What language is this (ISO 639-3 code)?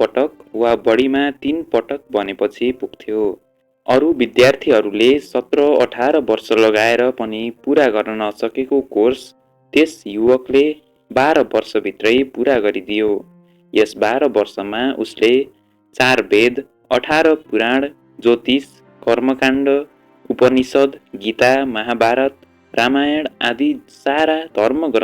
nep